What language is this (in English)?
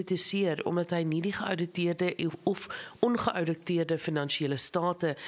Afrikaans